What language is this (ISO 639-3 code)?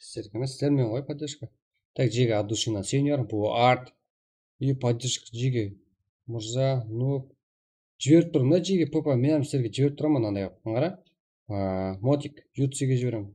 kaa